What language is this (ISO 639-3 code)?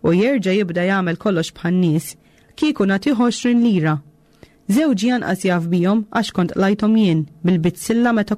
mlt